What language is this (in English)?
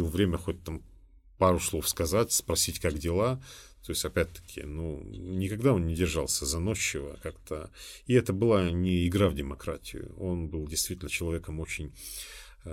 Russian